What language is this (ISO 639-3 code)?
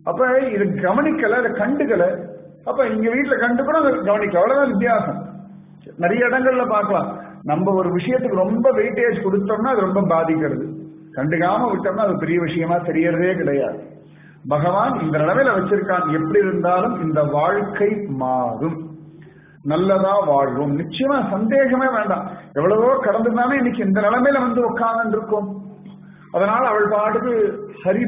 tam